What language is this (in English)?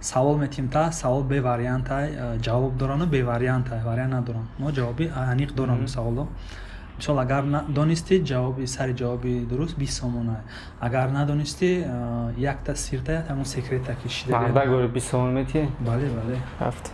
Tajik